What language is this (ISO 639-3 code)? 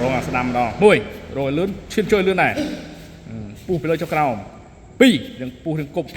khm